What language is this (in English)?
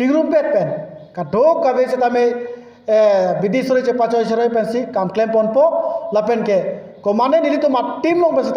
Karbi